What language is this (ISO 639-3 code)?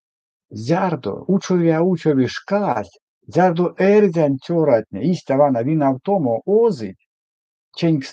myv